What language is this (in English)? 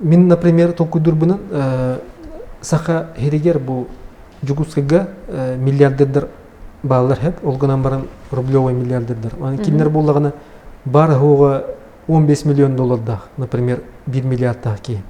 Yakut